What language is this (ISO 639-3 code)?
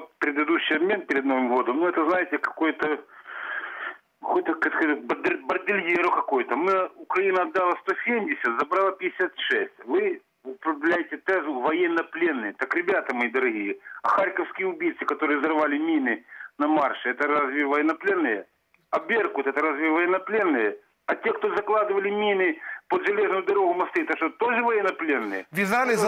rus